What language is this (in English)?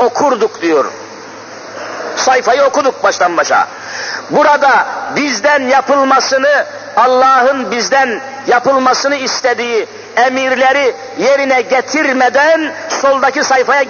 Turkish